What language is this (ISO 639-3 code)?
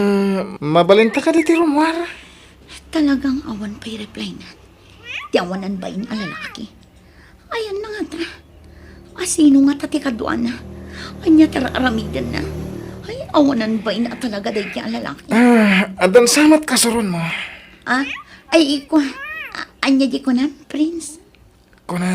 ilo